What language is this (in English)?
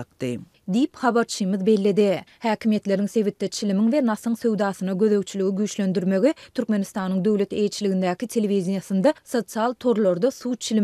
Turkmen